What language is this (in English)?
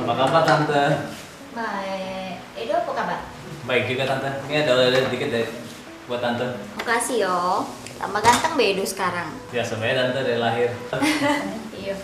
Musi